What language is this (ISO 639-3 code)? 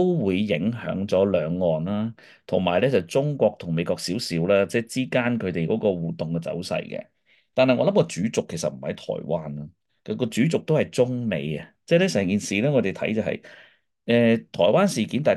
yue